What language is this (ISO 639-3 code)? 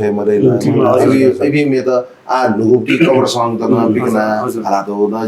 new